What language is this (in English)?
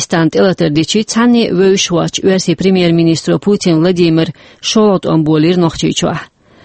Chechen